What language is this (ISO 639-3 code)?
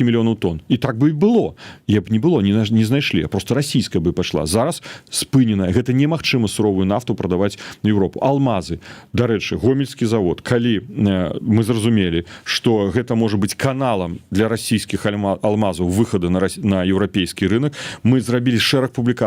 bel